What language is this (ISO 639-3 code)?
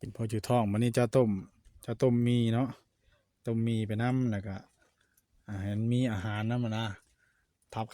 tts